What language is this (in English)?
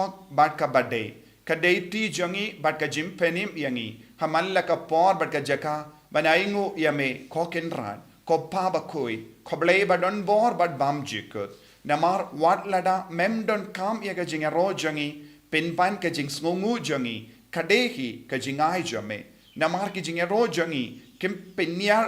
Khasi